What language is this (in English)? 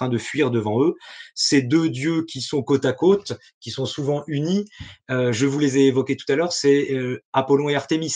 French